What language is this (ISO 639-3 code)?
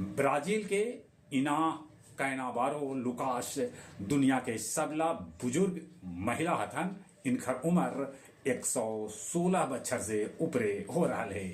mag